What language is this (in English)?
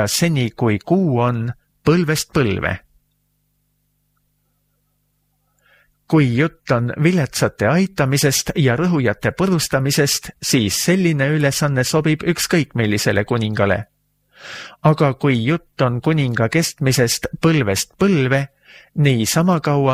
Estonian